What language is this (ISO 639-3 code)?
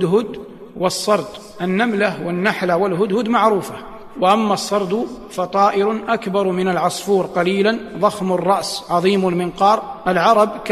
ara